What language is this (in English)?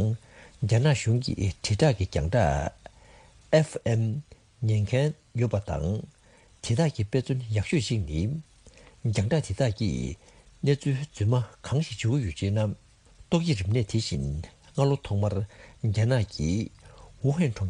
Tibetan